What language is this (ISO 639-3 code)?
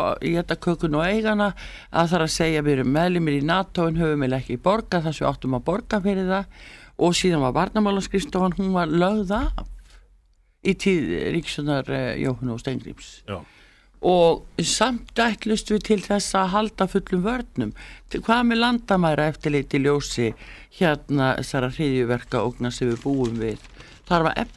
isl